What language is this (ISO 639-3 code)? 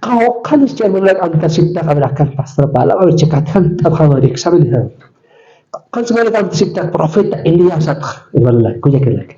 aym